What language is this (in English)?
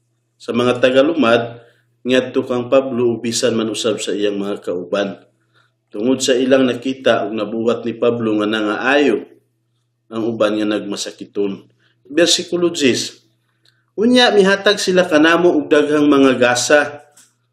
Cebuano